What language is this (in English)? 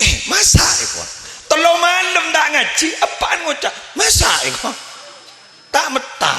Madurese